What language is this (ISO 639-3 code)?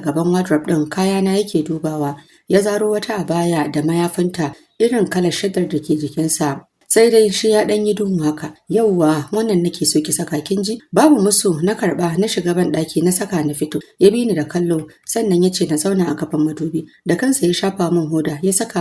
hau